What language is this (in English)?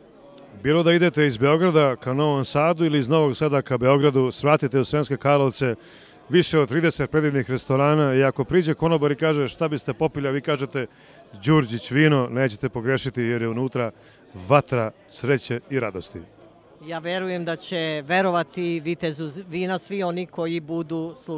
Serbian